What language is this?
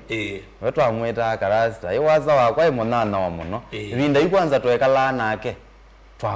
Kamba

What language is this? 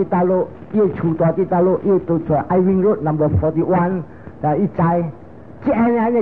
Min Nan Chinese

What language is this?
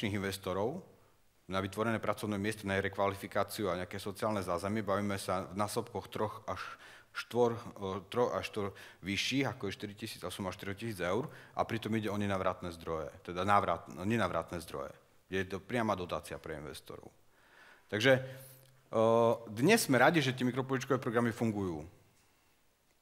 Slovak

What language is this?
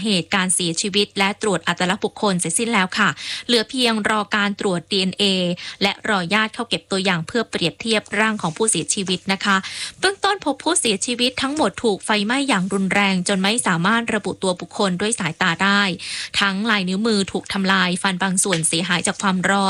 Thai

